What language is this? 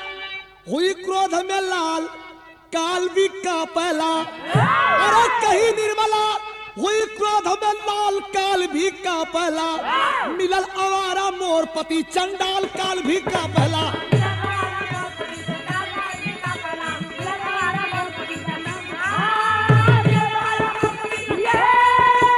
Bhojpuri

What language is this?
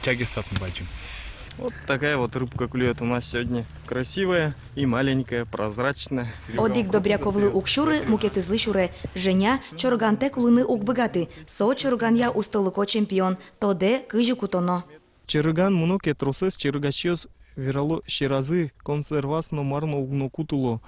Udmurt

